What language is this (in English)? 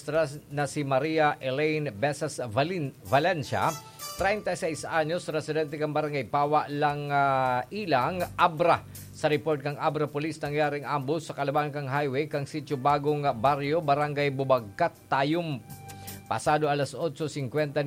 Bikol